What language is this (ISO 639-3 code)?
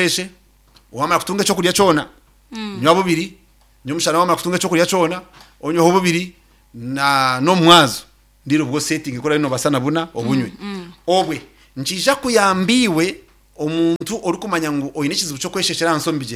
nyn